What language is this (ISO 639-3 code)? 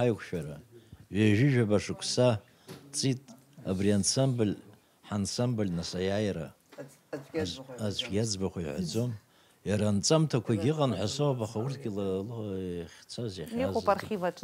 abk